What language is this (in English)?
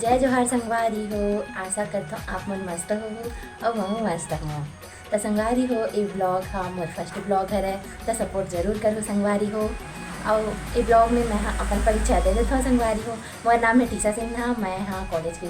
Chhattisgarhi